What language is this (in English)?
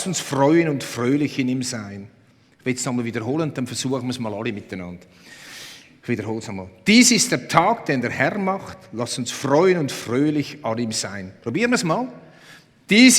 Swiss German